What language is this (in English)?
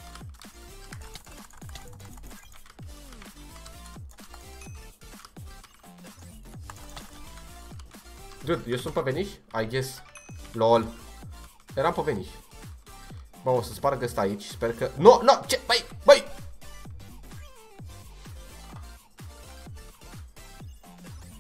Romanian